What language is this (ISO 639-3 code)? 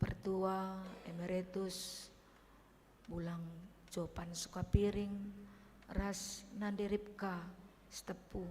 btx